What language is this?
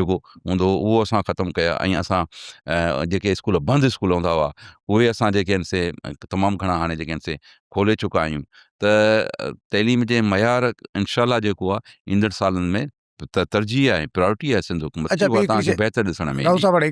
Sindhi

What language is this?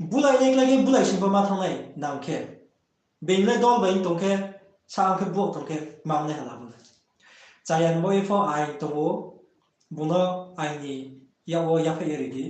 Riang (India)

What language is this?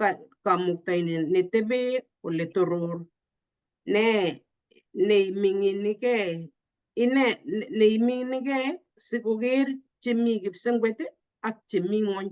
Kalenjin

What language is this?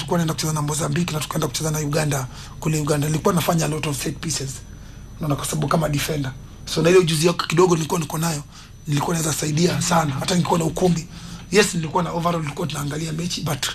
Swahili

